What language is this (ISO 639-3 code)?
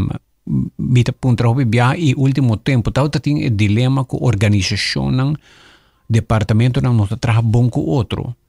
pap